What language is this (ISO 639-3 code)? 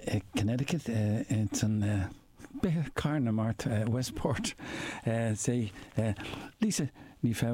gle